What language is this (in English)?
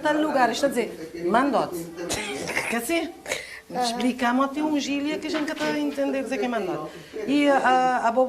Kabuverdianu